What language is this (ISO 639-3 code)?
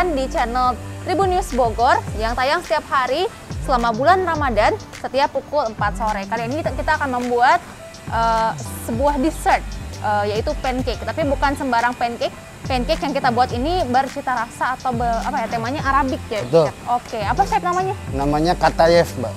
ind